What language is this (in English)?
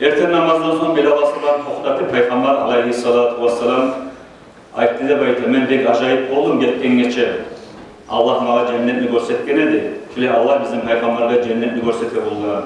Kumyk